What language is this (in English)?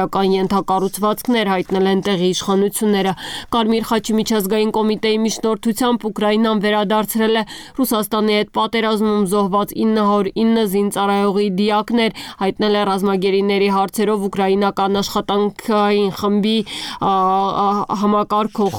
Armenian